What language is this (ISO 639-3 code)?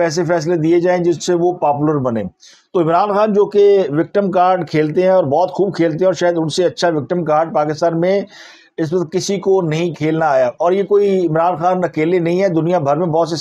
urd